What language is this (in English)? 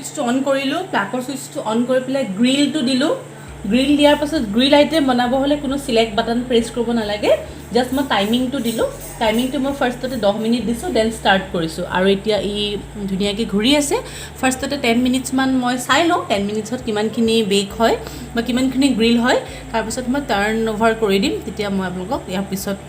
Assamese